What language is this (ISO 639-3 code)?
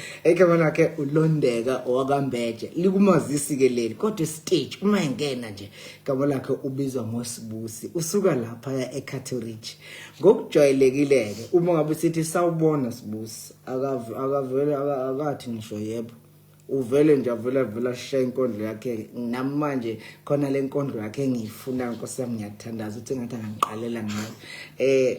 zul